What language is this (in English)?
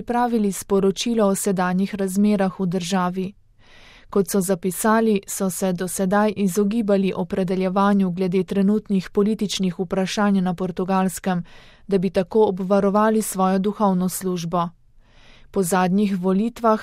Slovenian